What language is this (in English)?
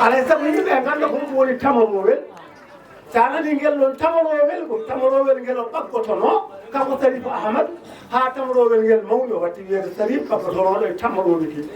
Fula